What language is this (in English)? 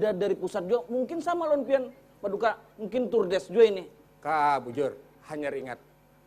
Banjar